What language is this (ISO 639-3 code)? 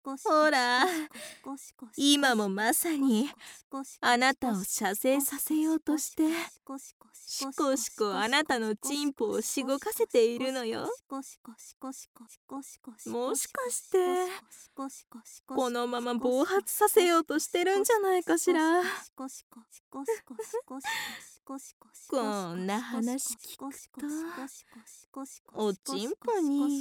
jpn